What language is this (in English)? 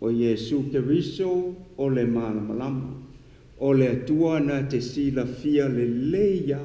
Samoan